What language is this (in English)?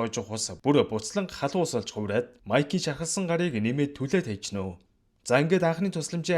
Mongolian